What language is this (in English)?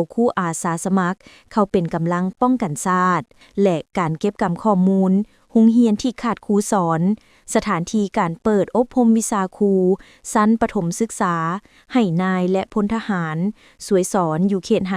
Lao